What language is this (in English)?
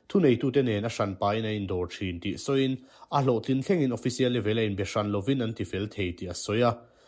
Mizo